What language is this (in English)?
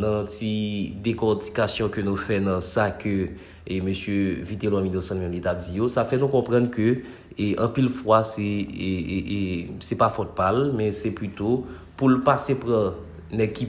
Haitian Creole